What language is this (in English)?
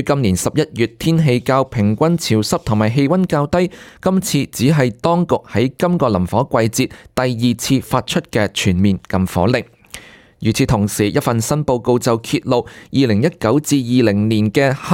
Cantonese